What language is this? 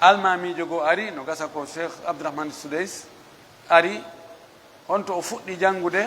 Pular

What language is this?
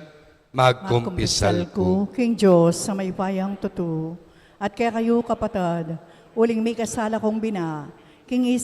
Pampanga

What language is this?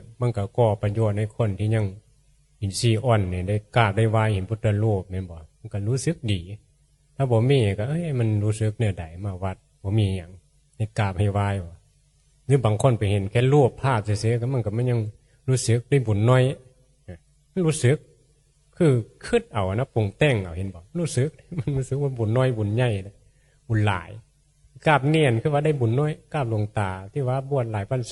Northeastern Thai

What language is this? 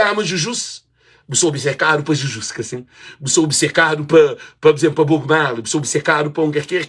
Kabuverdianu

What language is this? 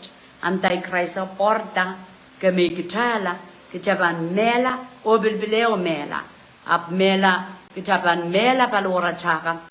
Pohnpeian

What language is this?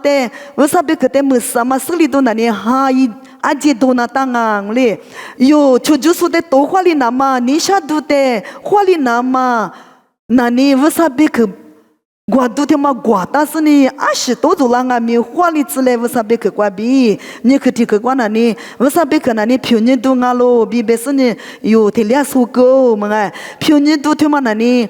Lisu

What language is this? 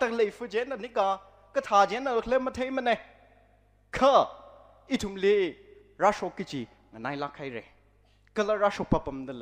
Tangkhul Naga (India)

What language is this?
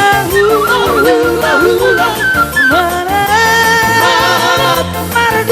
Batak Toba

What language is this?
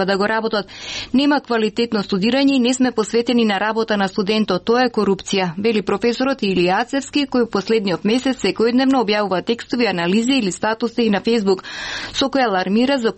Macedonian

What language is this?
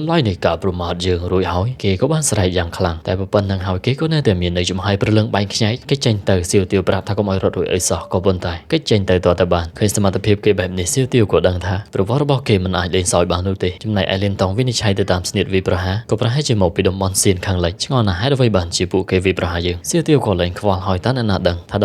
Khmer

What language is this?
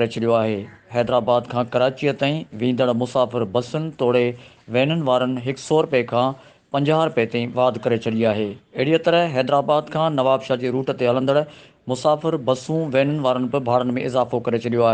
Sindhi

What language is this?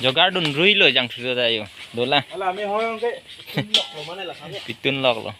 Karbi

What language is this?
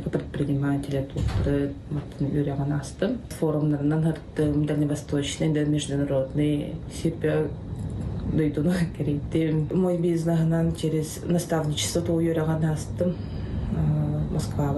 Yakut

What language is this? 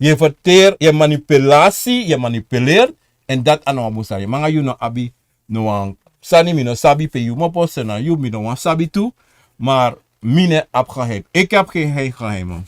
Sranan Tongo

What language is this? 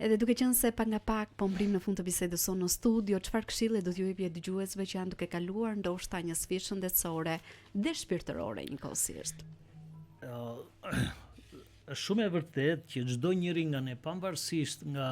Albanian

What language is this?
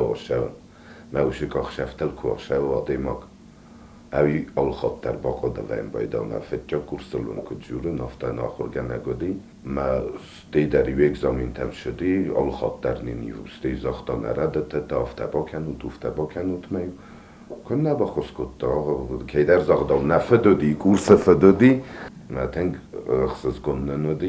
Ossetic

